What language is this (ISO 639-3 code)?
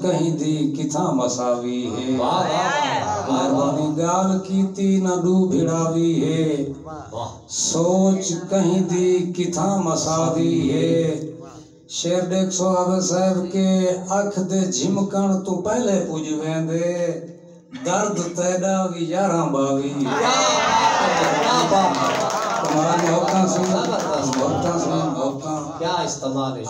skr